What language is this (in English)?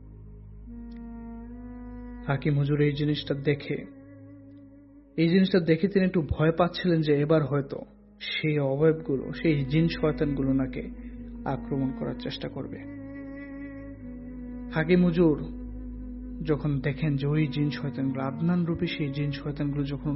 Bangla